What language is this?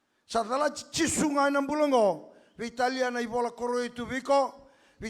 Fijian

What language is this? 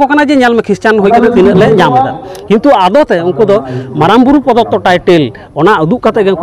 Santali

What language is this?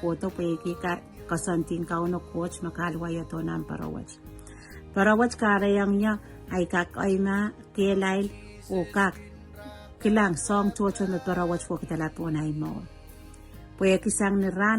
Pohnpeian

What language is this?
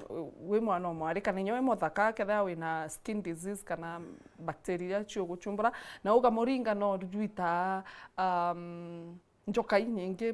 Meru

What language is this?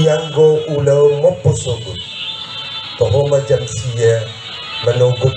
Batak Toba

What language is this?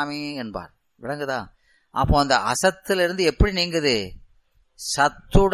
Tamil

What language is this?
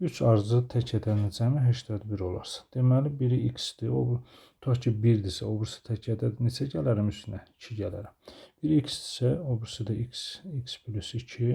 Azerbaijani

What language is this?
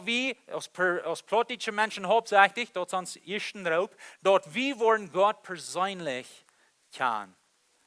Plautdietsch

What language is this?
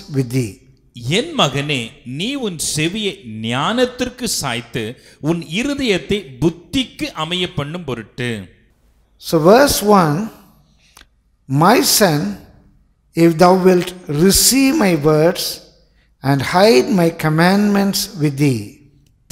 Tamil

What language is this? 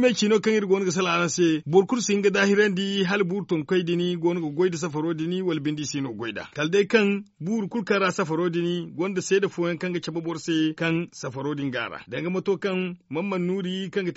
Zarma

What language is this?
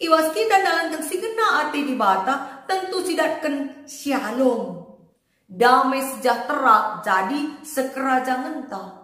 Batak Karo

